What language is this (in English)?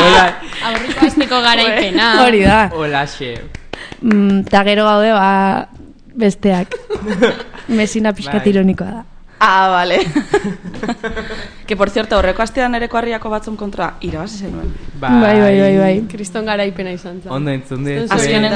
Basque